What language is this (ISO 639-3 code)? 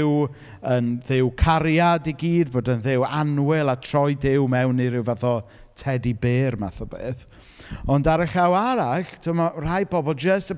cym